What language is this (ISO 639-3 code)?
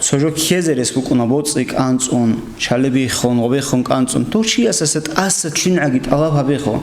ava